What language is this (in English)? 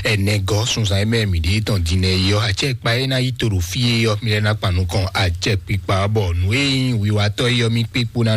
Fon